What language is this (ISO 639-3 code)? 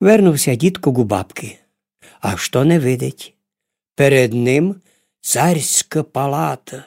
rue